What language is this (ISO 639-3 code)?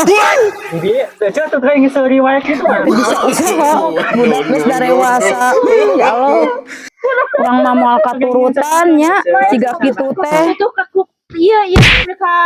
sun